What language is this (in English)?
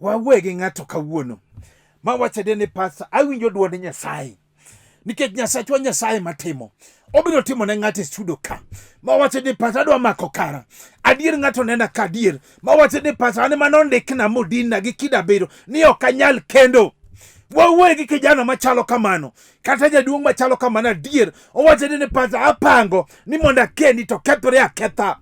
Luo (Kenya and Tanzania)